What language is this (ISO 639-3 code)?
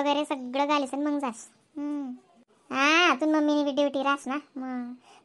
khn